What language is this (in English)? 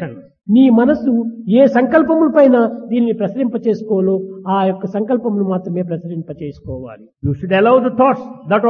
Telugu